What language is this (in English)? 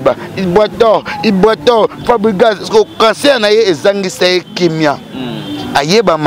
Lingala